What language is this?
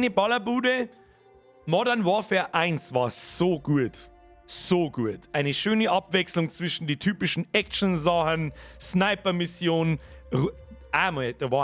Bavarian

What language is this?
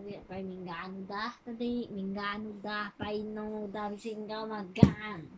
Iban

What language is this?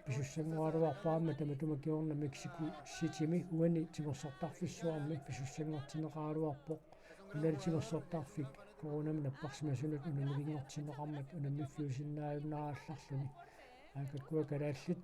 Kalaallisut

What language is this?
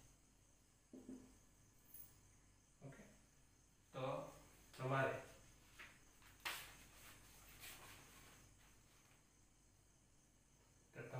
Gujarati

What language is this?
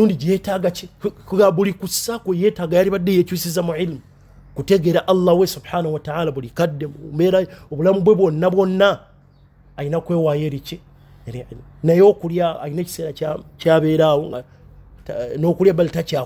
Ganda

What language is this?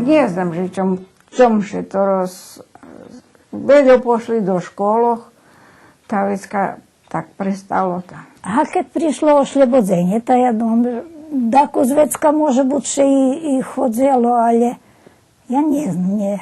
Rusyn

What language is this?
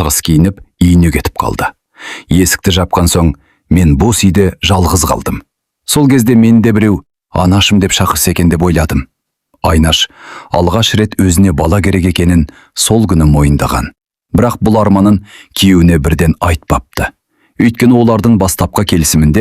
Kazakh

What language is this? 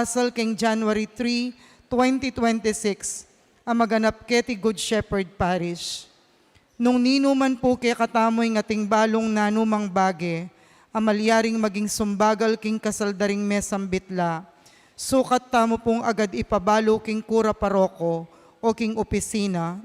Pampanga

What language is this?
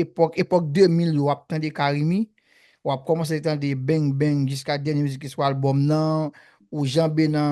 Haitian Creole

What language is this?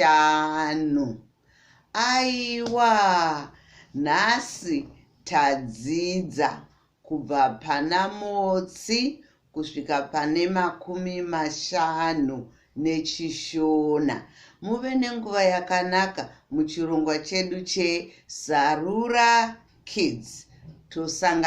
Shona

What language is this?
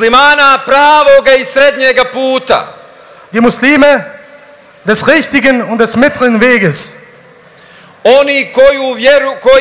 Bosnian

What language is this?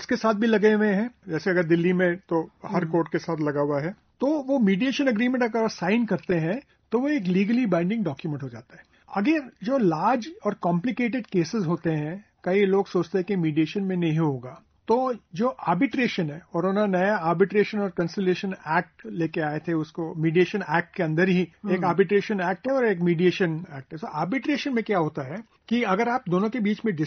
Hindi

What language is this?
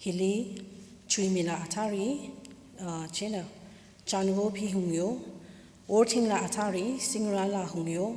Tangkhul Naga (India)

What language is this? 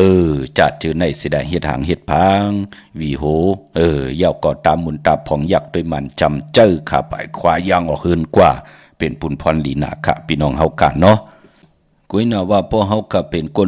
Shan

